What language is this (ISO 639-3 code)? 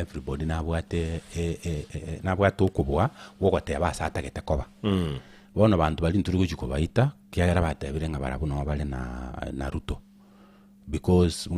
guz